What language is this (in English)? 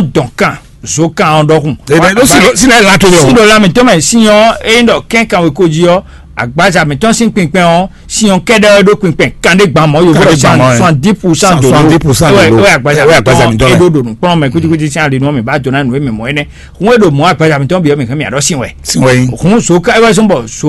Fon